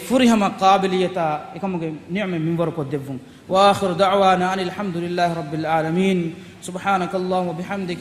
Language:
Divehi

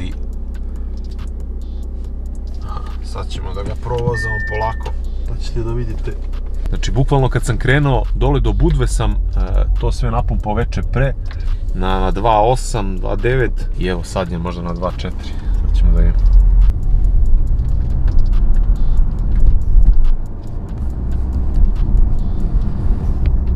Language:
Serbian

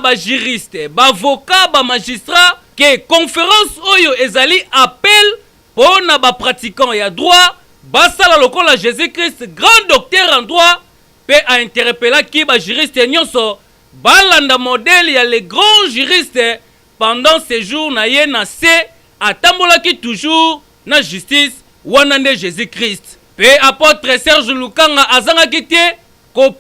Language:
Lingala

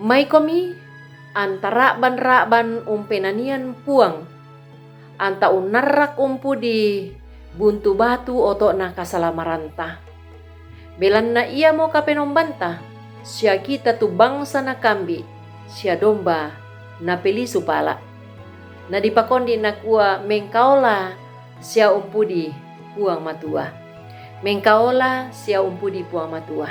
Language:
Toraja-Sa'dan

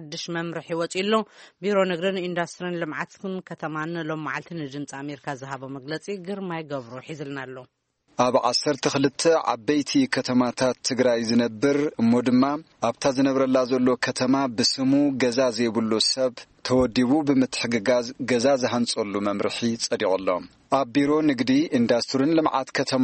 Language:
Tigrinya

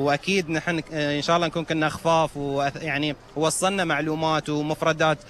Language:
Gulf Arabic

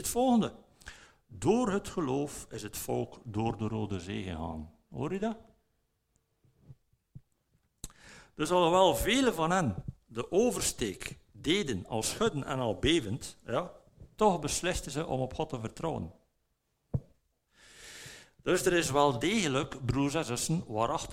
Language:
Dutch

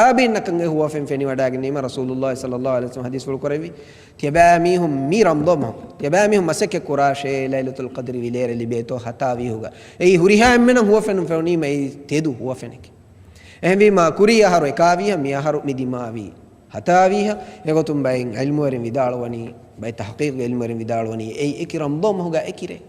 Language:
Divehi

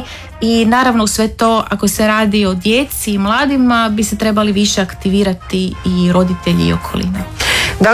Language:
Croatian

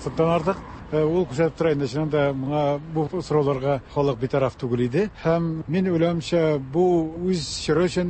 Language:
Tatar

